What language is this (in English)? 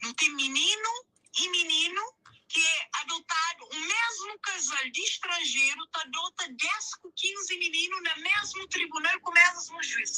Kabuverdianu